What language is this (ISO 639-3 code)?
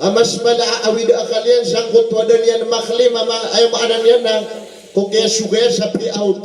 mrw